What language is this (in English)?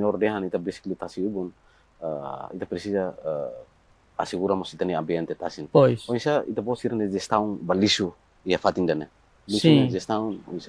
Tetum